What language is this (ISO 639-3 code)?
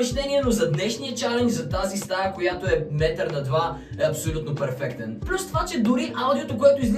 bul